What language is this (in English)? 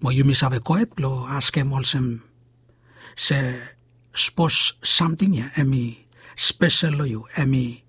Bislama